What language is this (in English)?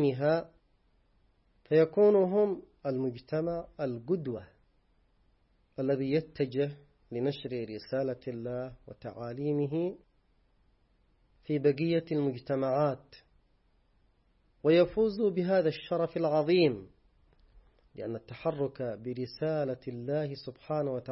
Arabic